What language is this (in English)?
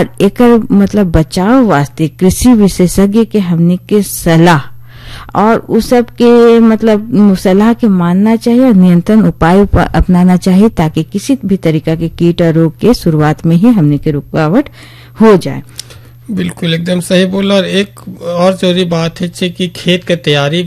Bhojpuri